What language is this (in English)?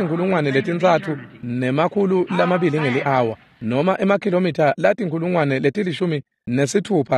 Swati